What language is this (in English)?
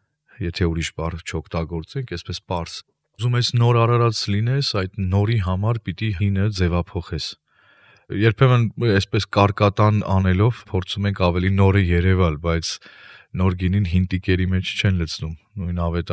Armenian